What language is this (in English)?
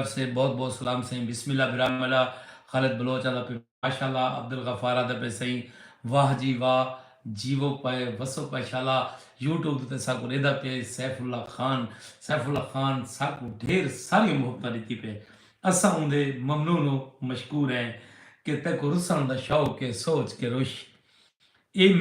Saraiki